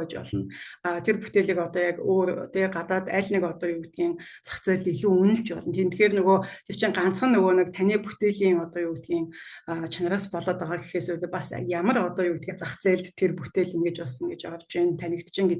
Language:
Mongolian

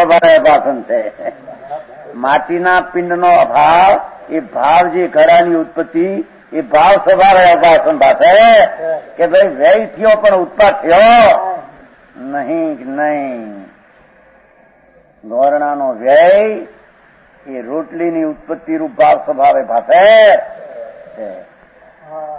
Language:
Gujarati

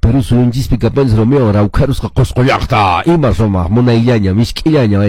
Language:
Quechua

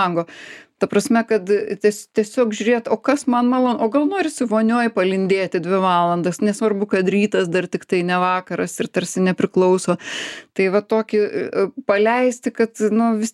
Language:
Lithuanian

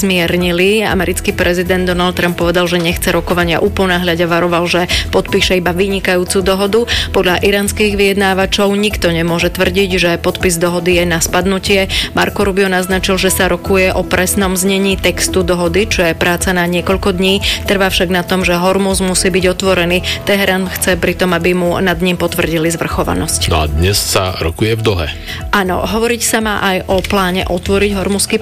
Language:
Slovak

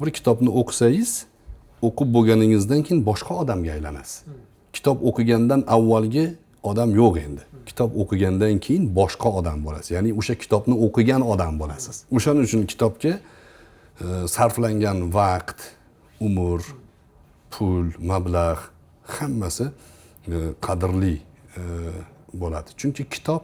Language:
Uzbek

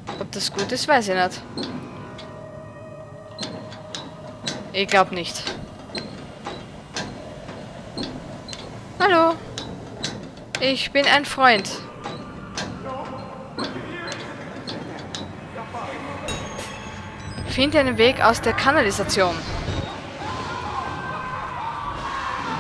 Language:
German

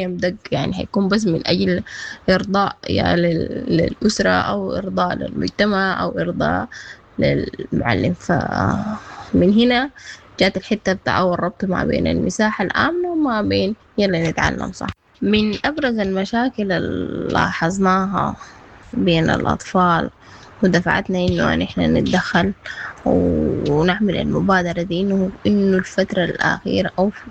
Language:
Sudanese Arabic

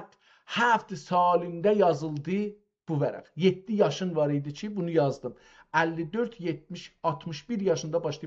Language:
South Azerbaijani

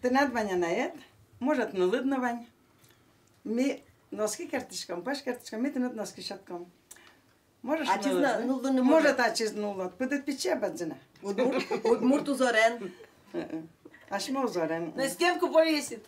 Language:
Udmurt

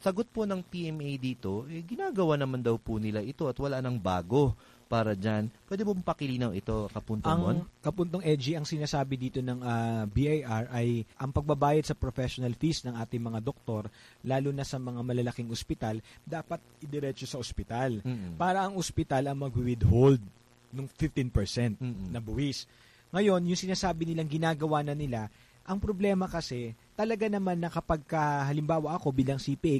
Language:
Filipino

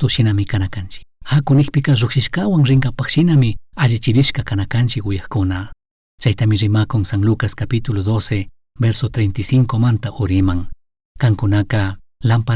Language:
Chimborazo Highland Quichua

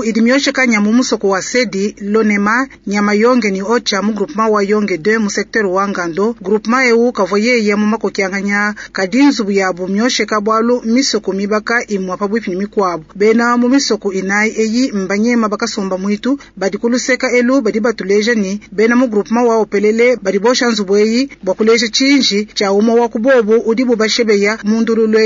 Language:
Luba-Lulua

